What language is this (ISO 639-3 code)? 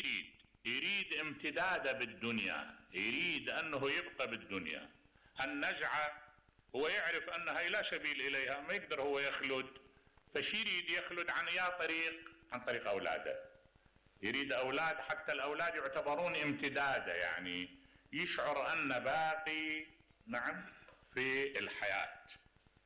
acm